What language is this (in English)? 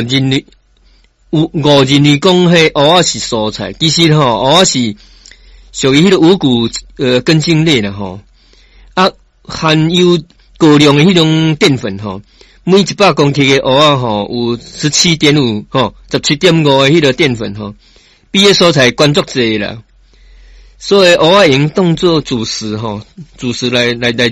Min Nan Chinese